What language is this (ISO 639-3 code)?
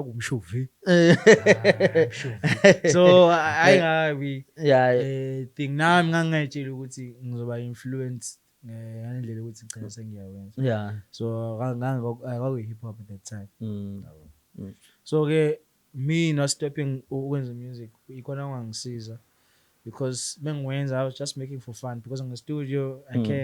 zul